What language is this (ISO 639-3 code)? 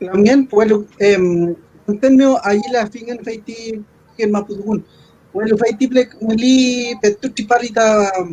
arn